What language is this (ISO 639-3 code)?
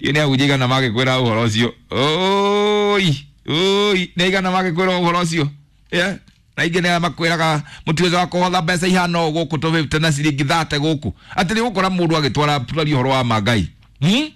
kik